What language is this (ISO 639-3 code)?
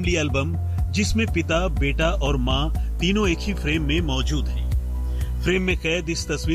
hin